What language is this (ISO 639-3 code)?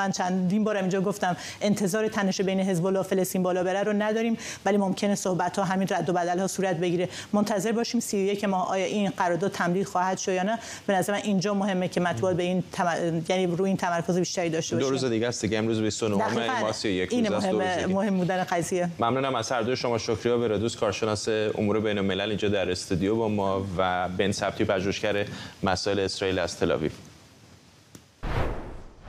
fas